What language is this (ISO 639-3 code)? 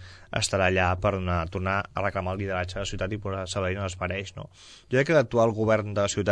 cat